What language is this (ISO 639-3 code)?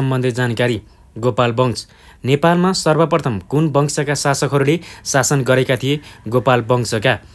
nep